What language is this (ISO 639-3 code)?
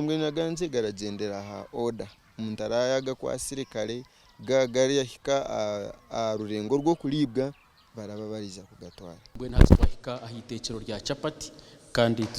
nyn